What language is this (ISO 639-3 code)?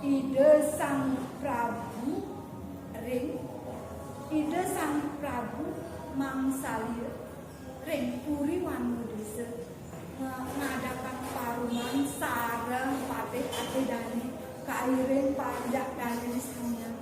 ban